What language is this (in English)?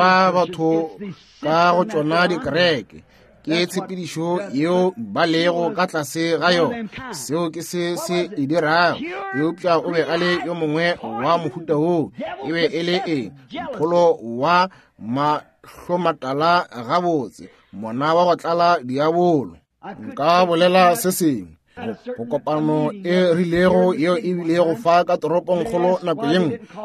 Northern Sotho